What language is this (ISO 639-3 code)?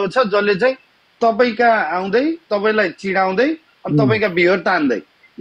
nep